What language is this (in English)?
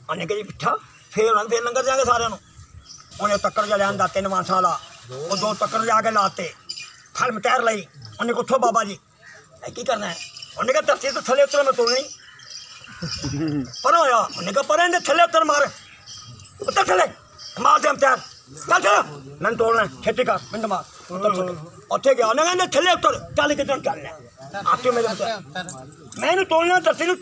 Punjabi